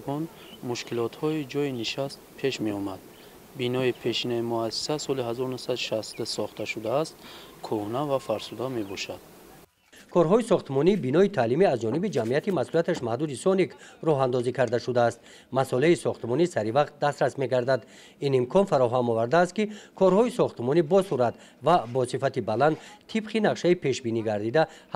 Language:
Tajik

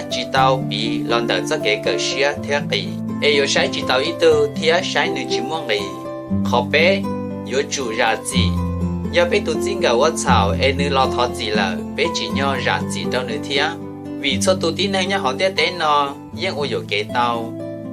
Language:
Hmong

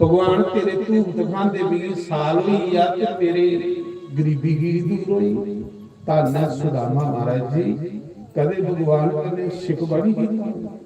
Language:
Dogri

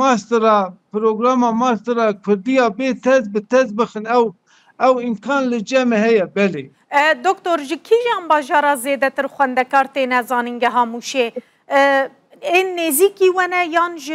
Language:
Kurdish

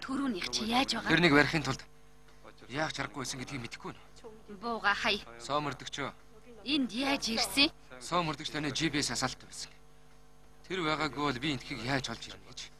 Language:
Mongolian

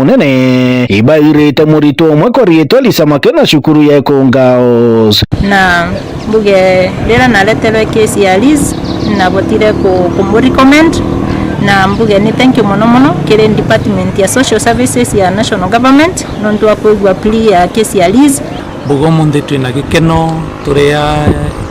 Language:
Meru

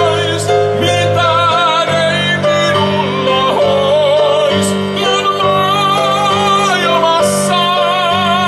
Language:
Finnish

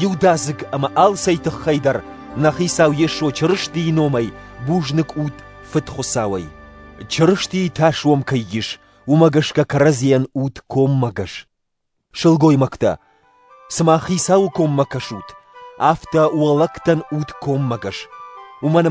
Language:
Ossetic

